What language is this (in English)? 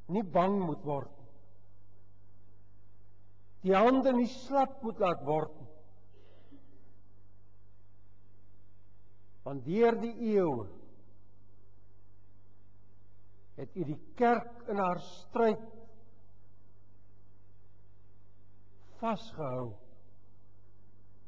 Afrikaans